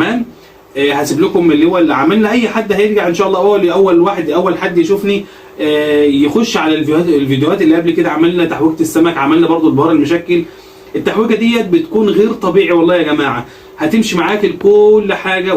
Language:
Egyptian Arabic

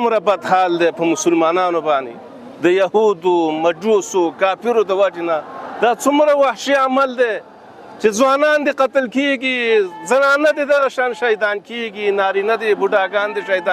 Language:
Pashto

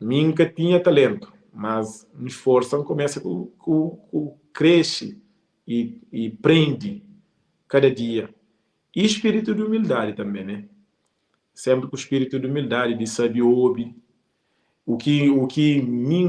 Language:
Kabuverdianu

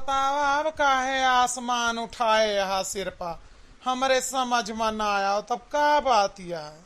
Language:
Awadhi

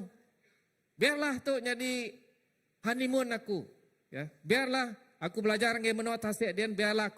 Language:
Iban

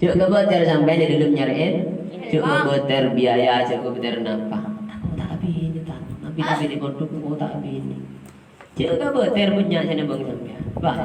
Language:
Madurese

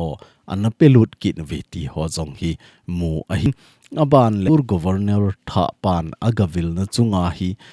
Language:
Thado Chin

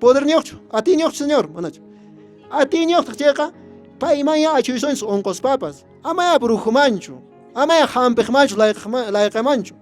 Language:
Quechua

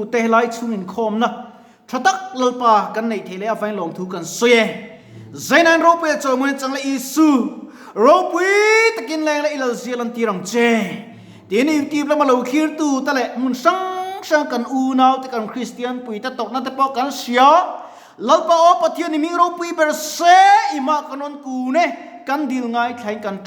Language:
Mizo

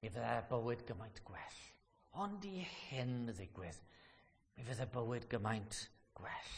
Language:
Welsh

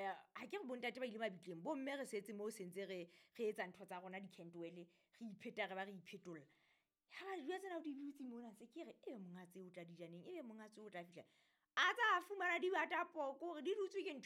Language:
Southern Sotho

